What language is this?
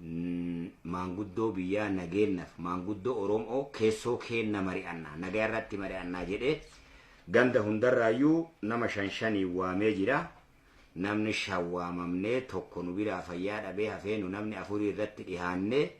Oromo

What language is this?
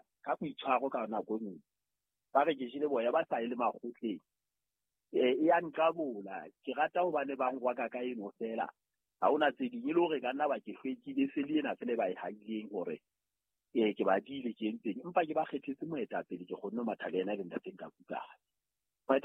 Southern Sotho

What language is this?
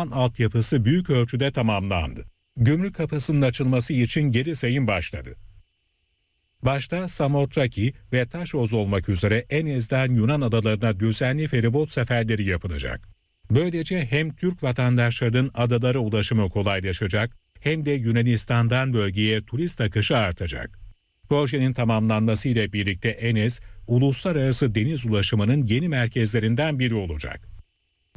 Turkish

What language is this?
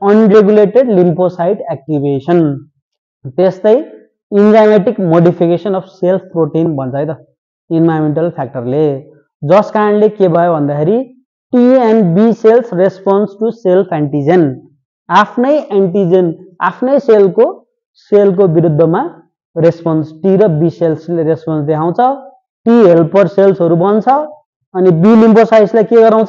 Nepali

